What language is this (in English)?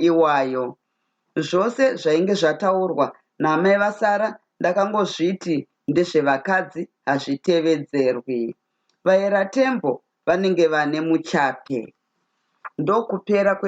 Shona